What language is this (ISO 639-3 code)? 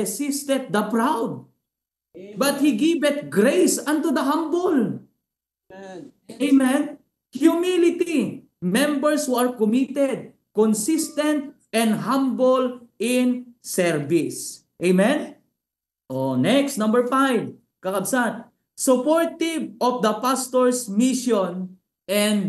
ilo